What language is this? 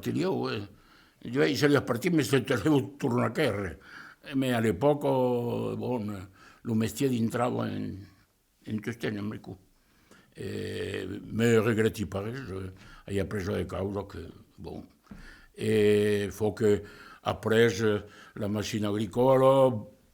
Occitan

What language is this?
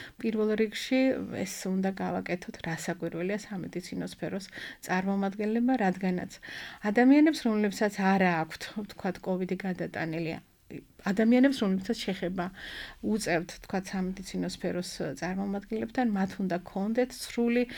Georgian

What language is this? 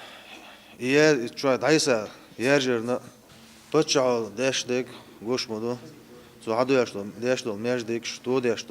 Chechen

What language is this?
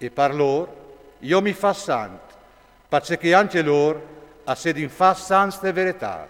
Friulian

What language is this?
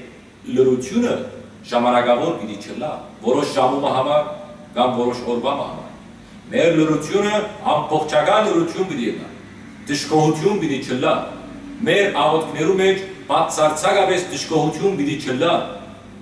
Western Armenian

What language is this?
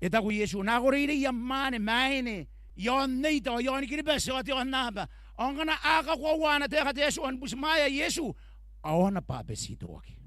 Gilbertese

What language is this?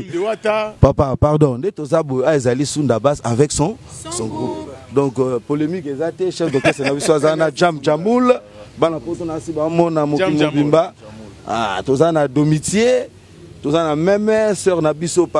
Lingala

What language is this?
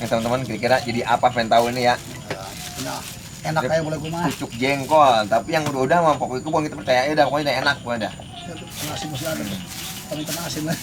Betawi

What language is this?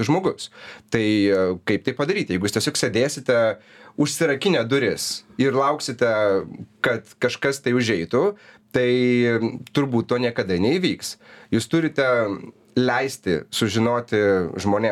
Lithuanian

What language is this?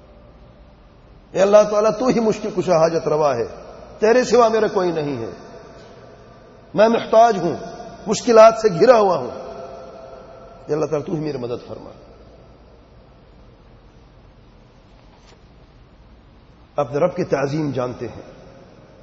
Urdu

